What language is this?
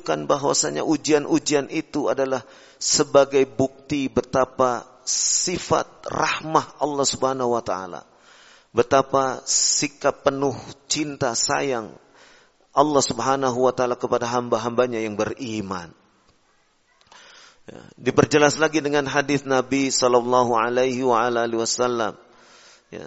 Indonesian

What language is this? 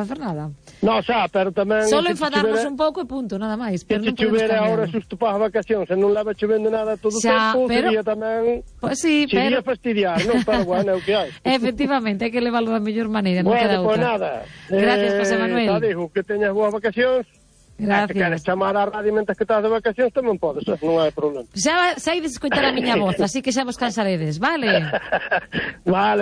Galician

